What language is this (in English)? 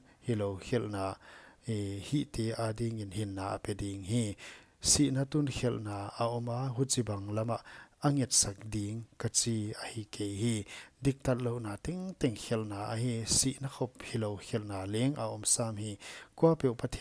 Paite Chin